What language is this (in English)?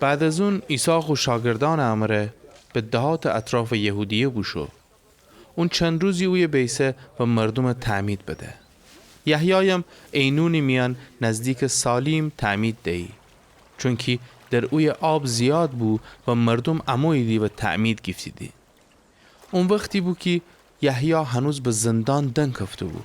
Gilaki